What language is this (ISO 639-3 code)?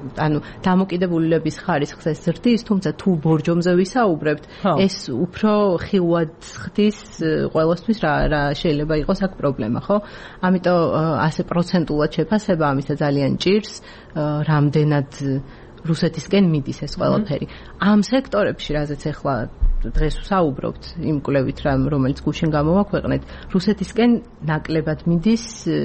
kat